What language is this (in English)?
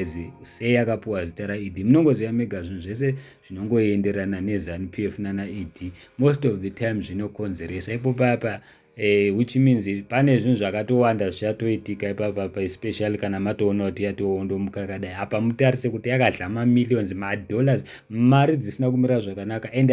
Shona